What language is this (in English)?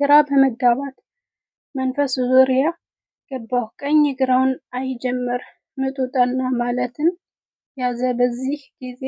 Amharic